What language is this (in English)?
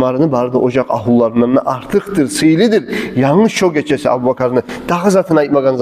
Kumyk